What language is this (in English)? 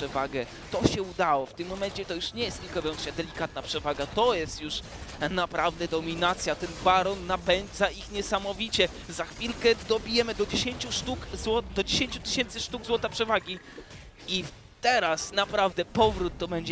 Polish